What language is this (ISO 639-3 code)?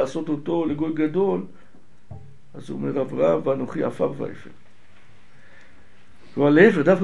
heb